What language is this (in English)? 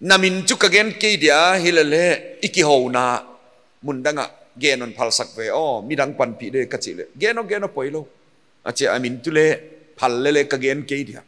Paite Chin